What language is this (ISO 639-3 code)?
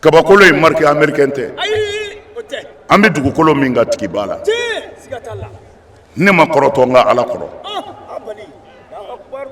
bam